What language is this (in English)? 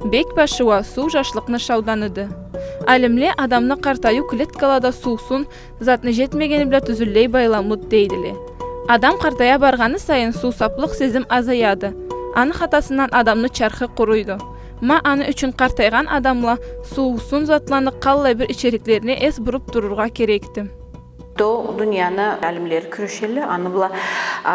Karachay-Balkar